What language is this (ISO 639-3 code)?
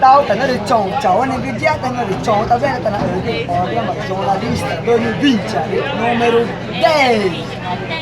pap